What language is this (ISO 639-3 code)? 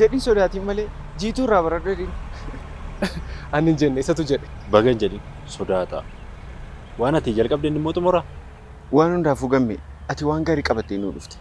orm